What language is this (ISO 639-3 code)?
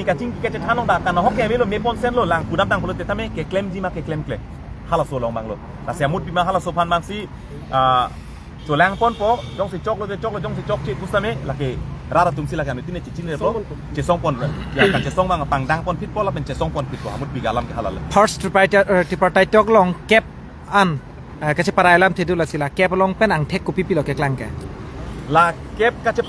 mjw